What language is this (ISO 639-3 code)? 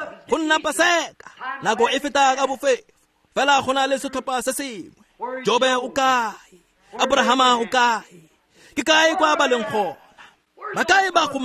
tsn